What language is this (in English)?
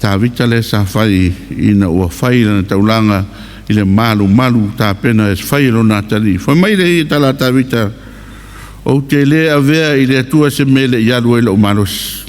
Samoan